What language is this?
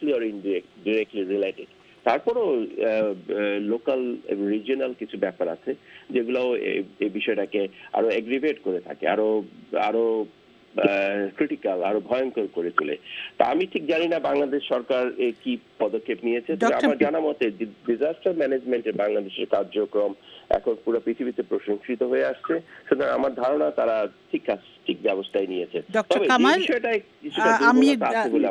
Bangla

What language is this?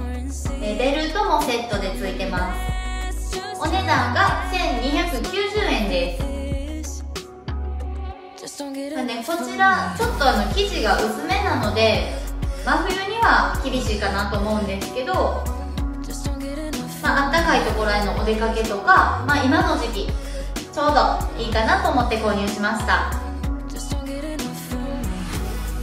Japanese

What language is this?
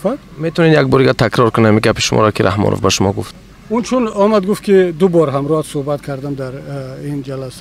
Tajik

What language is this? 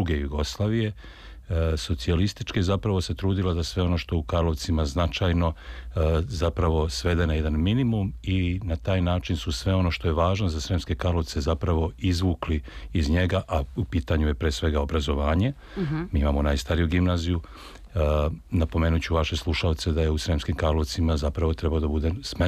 Serbian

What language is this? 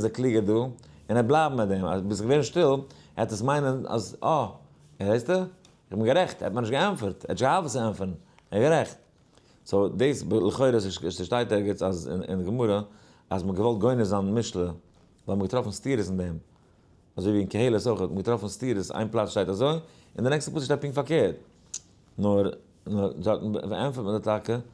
Yiddish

